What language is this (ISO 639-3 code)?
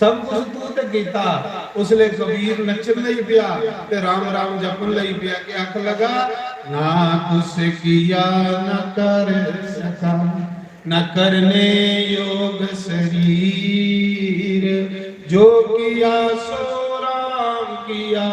doi